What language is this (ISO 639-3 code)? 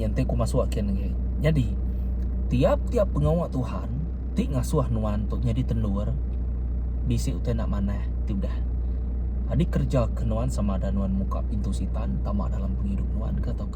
iba